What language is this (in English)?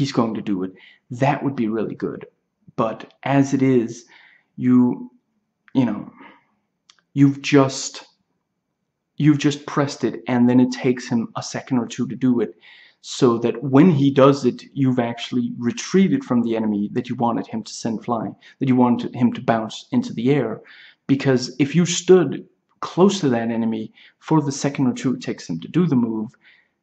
English